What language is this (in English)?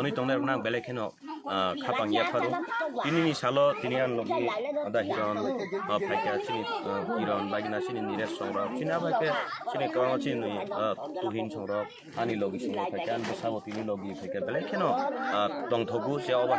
Kok Borok